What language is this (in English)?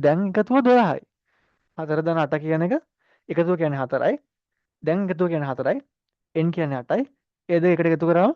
Sinhala